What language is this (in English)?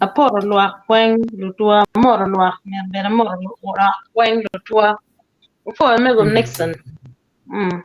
Acoli